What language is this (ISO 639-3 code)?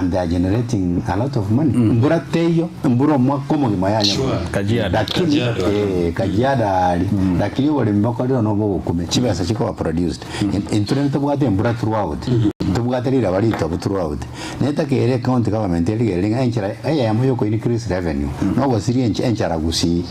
guz